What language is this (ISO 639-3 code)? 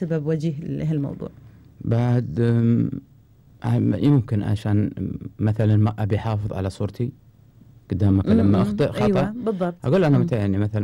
afb